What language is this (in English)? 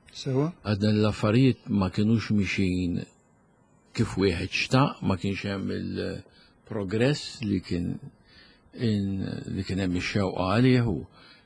Maltese